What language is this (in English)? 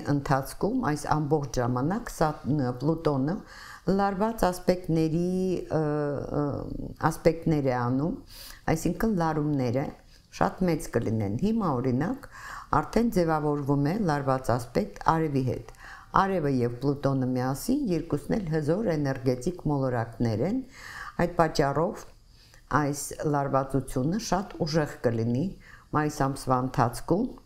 Armenian